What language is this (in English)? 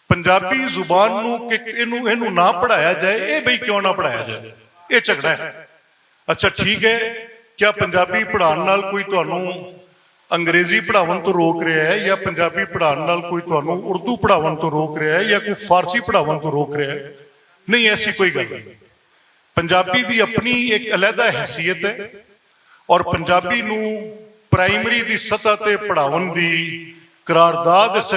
Western Panjabi